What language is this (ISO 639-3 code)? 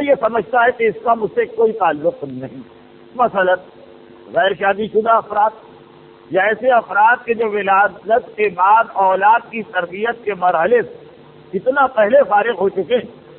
urd